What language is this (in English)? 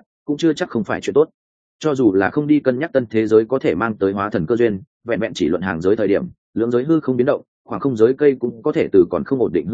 Vietnamese